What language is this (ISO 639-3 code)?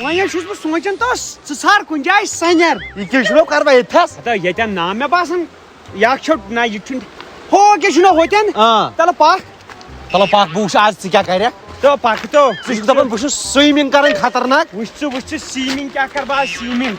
kas